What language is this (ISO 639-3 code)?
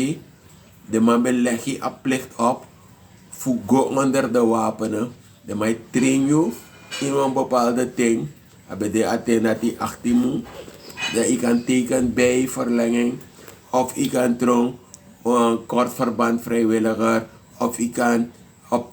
srn